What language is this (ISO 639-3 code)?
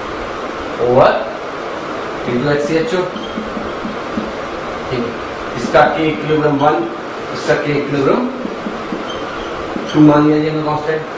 hin